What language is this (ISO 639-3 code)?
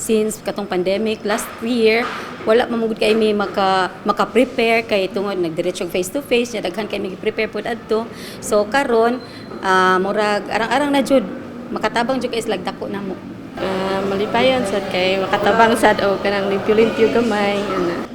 ceb